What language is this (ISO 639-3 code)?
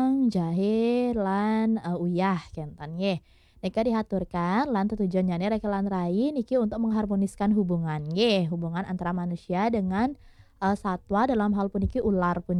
ban